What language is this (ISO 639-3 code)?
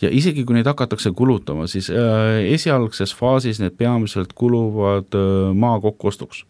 est